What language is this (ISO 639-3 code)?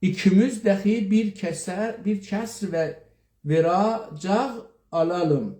azb